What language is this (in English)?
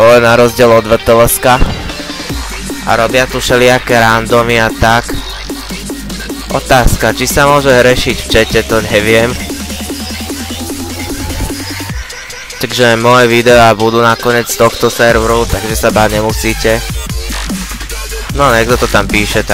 Slovak